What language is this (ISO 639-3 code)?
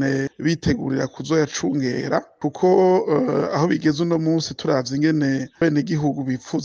run